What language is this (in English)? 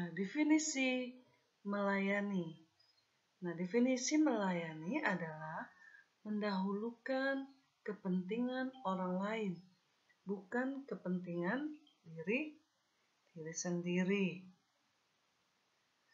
Indonesian